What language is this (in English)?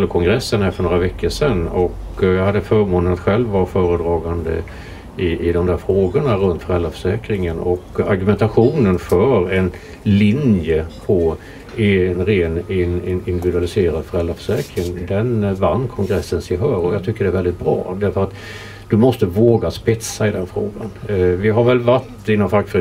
Swedish